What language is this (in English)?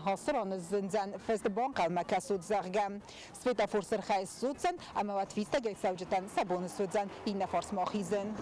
Ossetic